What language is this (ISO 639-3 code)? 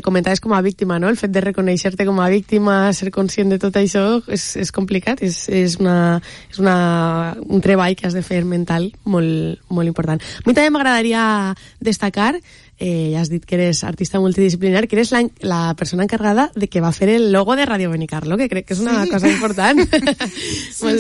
cat